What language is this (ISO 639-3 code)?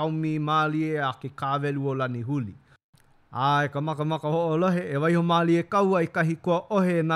haw